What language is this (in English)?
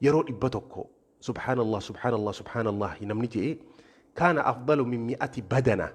Oromo